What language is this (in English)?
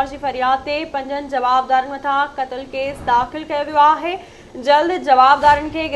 Sindhi